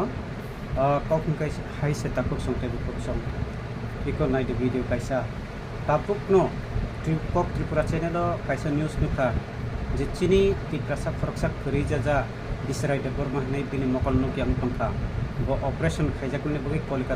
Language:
Kok Borok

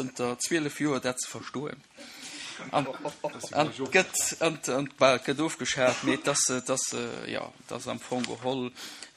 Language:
Luxembourgish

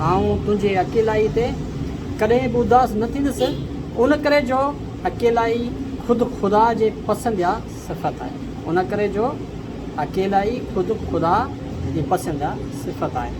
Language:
Sindhi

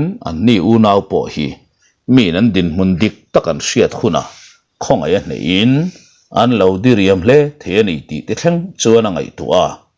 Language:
Mizo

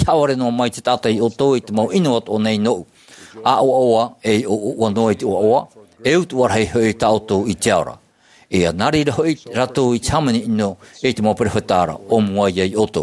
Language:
Tahitian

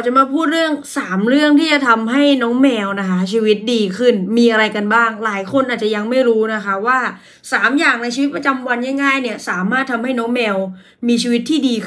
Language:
Thai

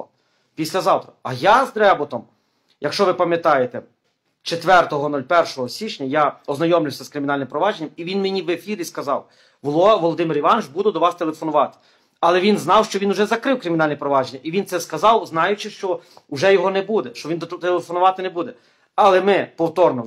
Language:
Ukrainian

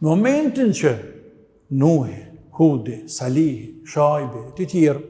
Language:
Albanian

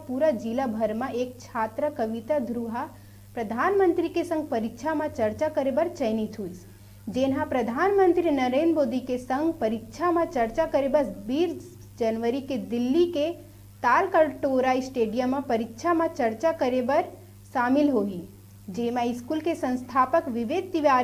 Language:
Chhattisgarhi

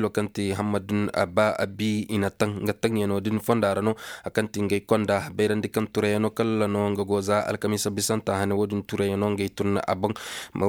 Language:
Zarma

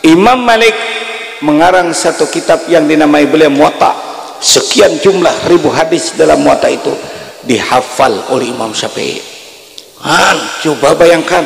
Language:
Banjar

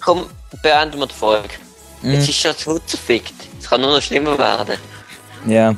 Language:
Swiss German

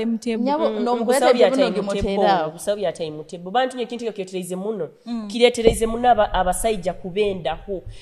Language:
Nyoro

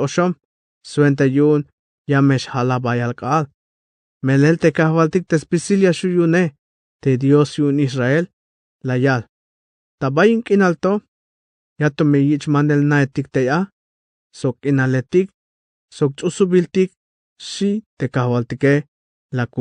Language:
Tzeltal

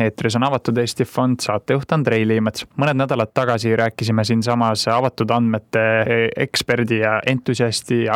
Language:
Estonian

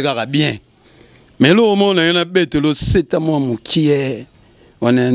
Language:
Lingala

